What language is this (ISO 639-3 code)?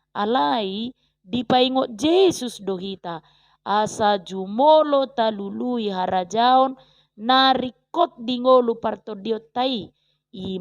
bbc